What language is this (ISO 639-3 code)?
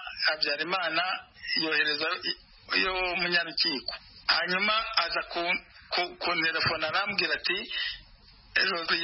kin